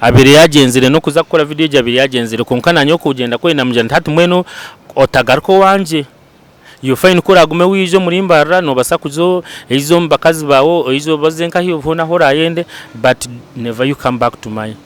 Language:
Nyankole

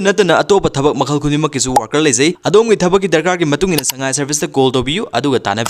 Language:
Manipuri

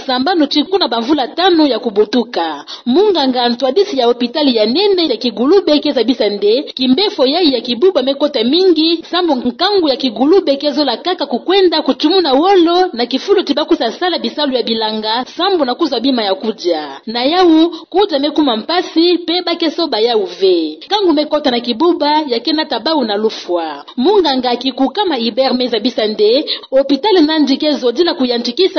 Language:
Kituba (Democratic Republic of Congo)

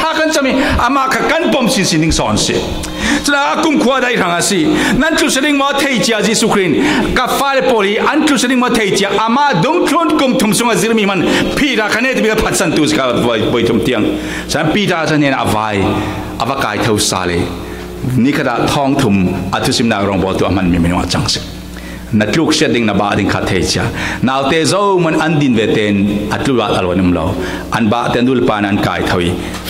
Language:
Falam Chin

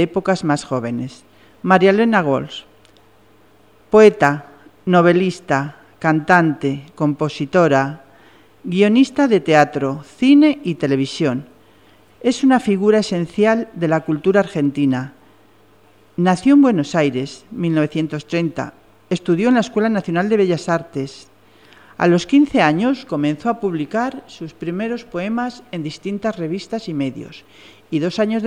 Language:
Spanish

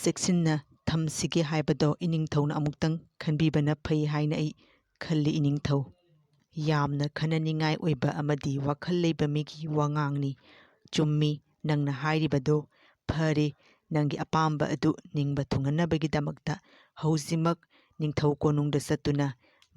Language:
Manipuri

